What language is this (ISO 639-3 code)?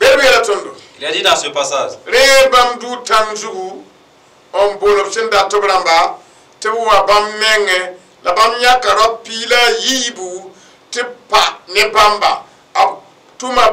mos